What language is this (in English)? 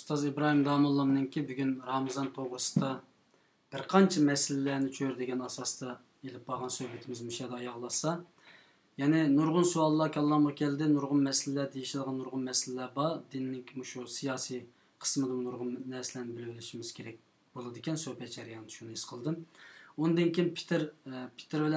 Uyghur